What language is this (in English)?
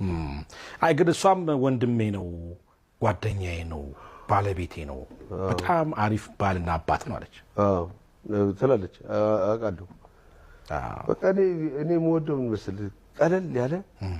Amharic